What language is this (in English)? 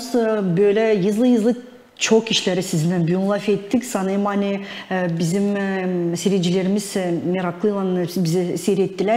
Gagauz